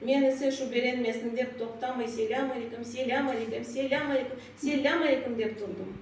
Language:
Crimean Tatar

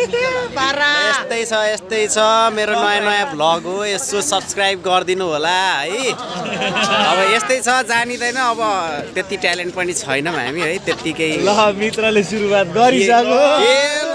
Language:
Nepali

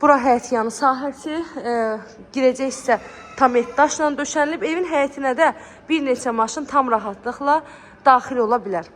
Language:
Azerbaijani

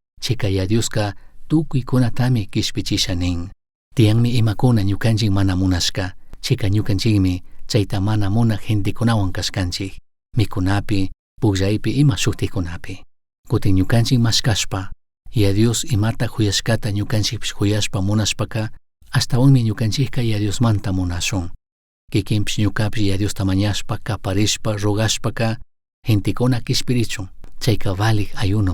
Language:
Chimborazo Highland Quichua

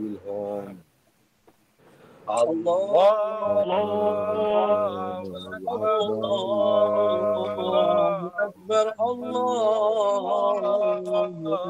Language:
Malay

